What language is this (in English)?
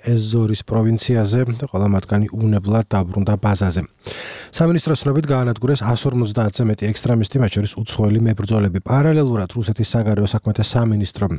Georgian